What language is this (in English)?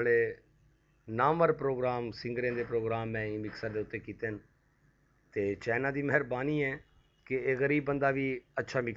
Saraiki